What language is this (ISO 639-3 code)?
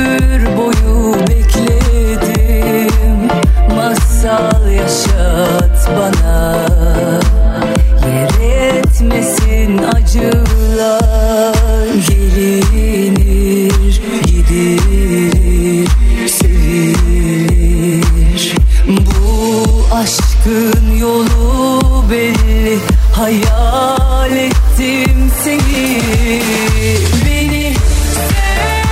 tur